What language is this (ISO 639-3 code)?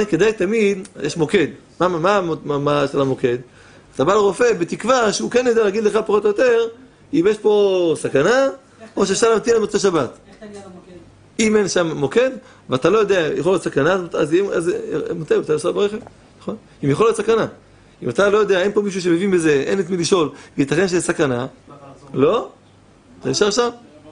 heb